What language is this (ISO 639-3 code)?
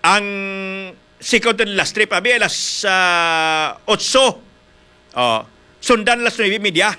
hil